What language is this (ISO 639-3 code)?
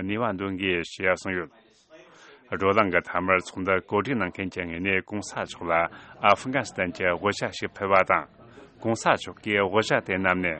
bod